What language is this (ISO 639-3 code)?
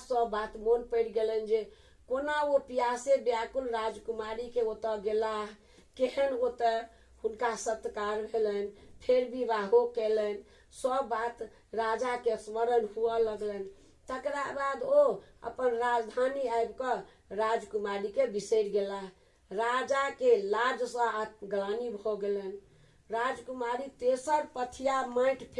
mai